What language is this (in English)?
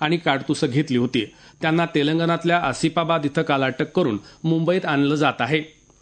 Marathi